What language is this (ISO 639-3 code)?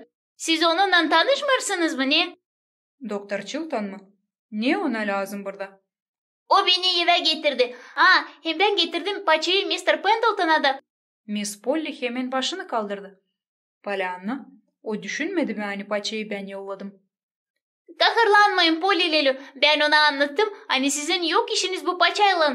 gag